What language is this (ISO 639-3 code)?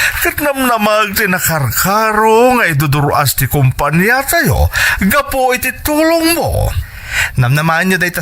ilo